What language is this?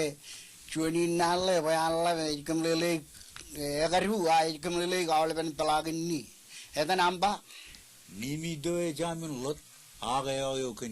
Marshallese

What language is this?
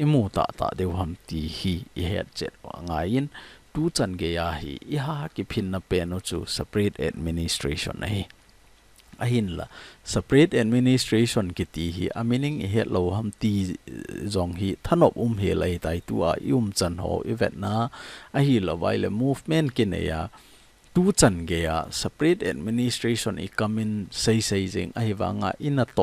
Thado Chin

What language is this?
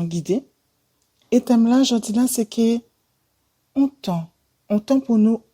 Guadeloupean Creole French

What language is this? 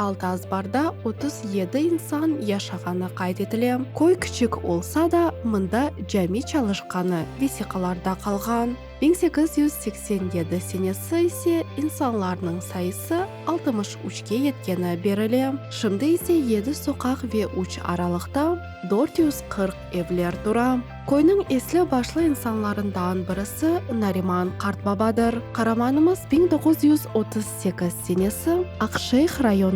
Crimean Tatar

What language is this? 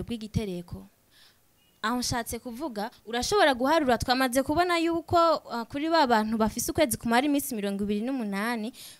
Rundi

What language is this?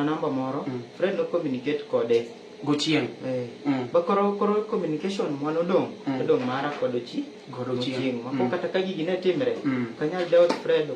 Luo (Kenya and Tanzania)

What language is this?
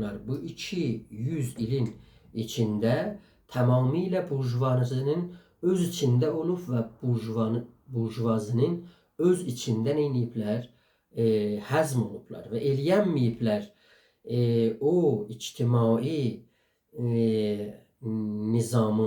South Azerbaijani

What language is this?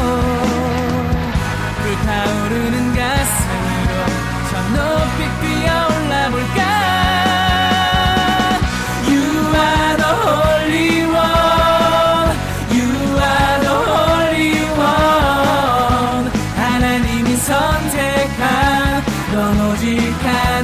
Korean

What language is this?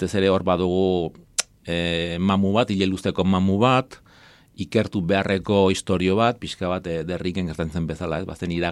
Basque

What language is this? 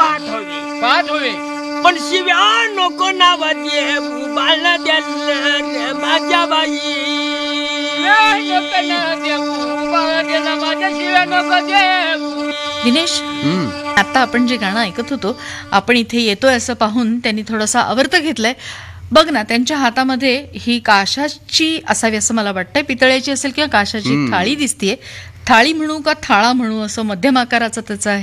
Marathi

